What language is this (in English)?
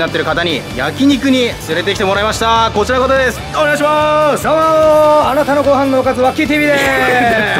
Japanese